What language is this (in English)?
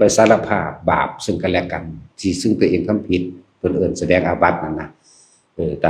Lao